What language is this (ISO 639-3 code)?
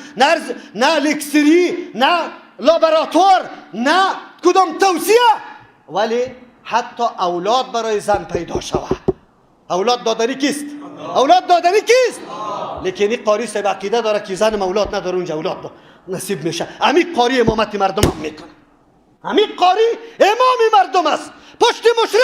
fas